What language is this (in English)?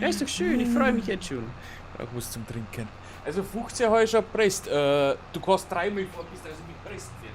Bavarian